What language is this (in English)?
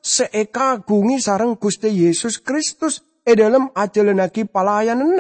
Madurese